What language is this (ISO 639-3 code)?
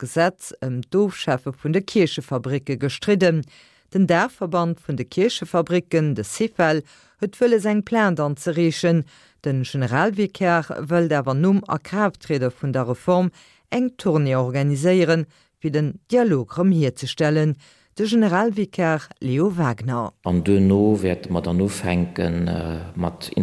ltz